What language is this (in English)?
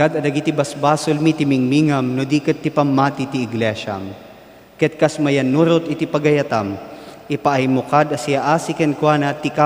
Iloko